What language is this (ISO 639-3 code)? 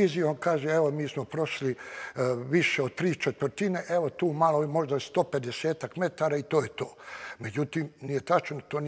bos